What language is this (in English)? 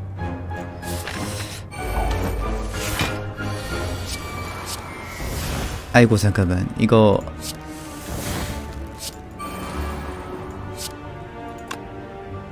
Korean